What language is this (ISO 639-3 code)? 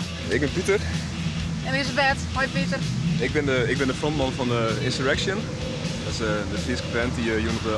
fry